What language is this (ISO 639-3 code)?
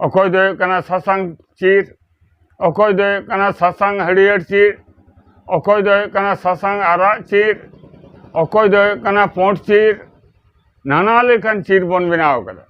sat